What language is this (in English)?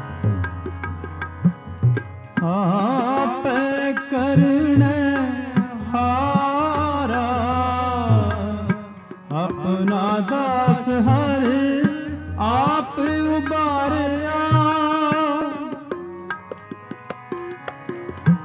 Punjabi